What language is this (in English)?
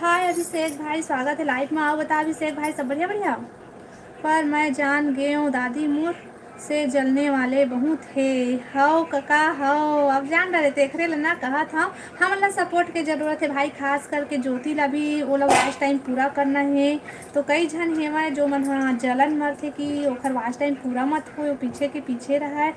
Chhattisgarhi